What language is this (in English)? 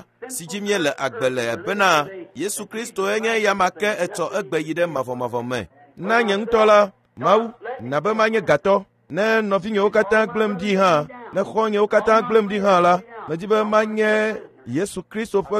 Ewe